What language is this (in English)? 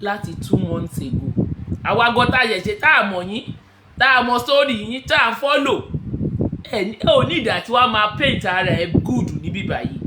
Yoruba